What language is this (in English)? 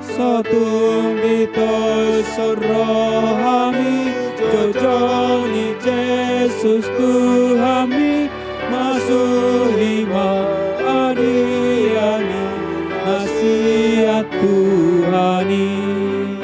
Batak Toba